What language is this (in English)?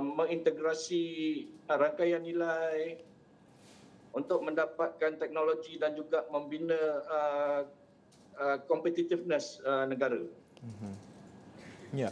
Malay